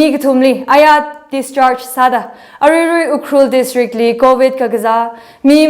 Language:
Tangkhul Naga (India)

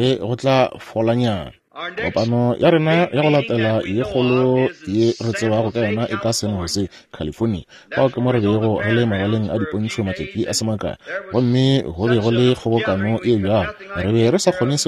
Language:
Northern Sotho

